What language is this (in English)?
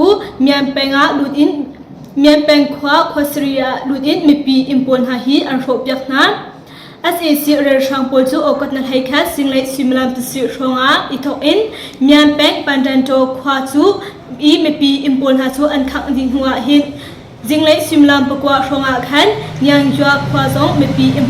Hakha Chin